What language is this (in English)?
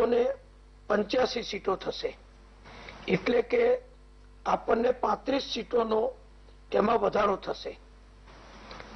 Gujarati